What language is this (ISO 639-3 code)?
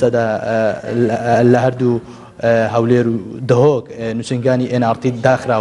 ckb